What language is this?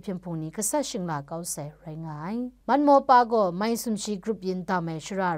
Kachin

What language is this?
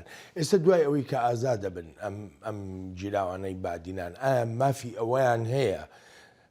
Central Kurdish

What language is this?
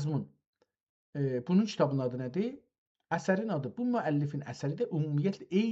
South Azerbaijani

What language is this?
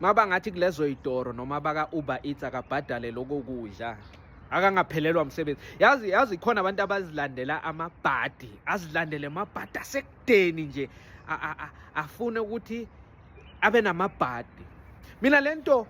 Zulu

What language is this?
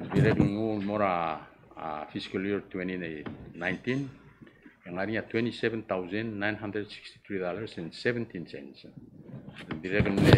Palauan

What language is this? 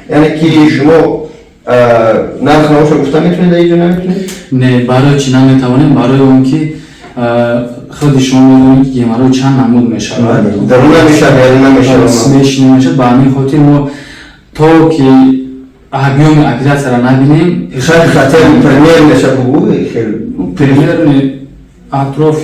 Tajik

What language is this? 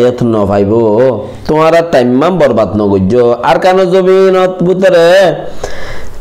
Rohingya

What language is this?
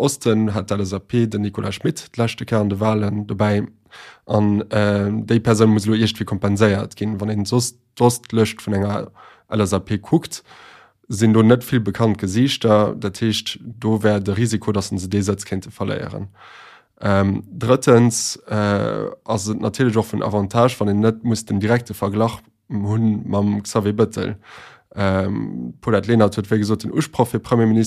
Luxembourgish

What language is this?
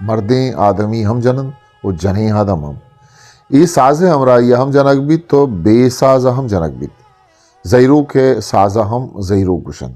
Eastern Balochi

